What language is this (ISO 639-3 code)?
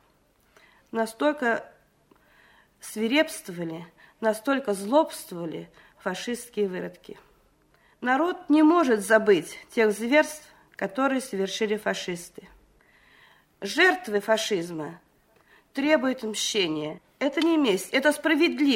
rus